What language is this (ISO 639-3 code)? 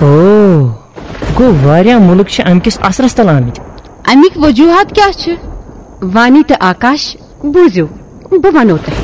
kas